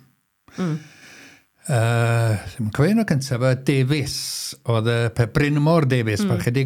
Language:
Welsh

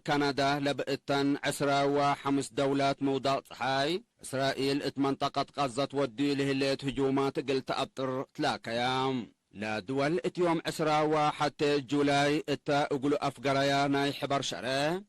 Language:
Tigre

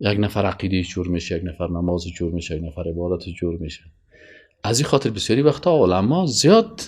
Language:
Persian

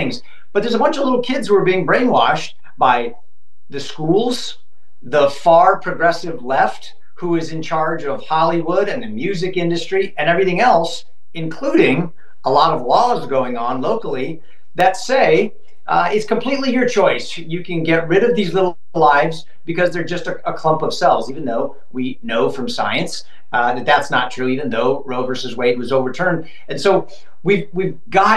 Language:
English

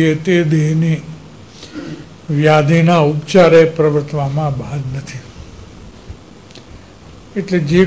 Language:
Gujarati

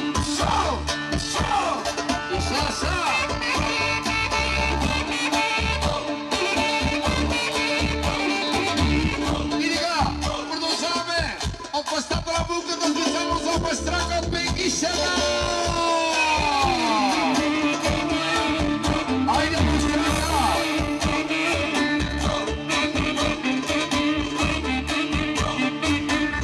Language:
Bulgarian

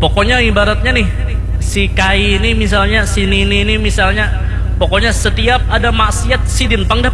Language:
Banjar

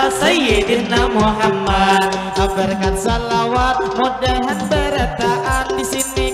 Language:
Banjar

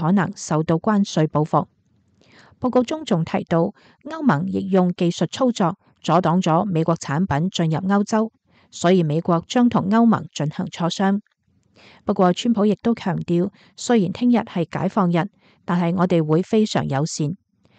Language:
Cantonese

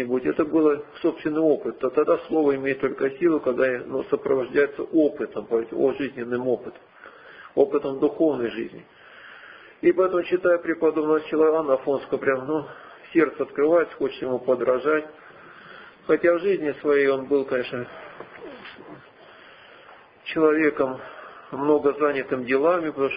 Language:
Russian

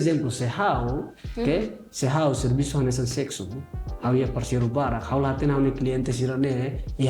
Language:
Tetum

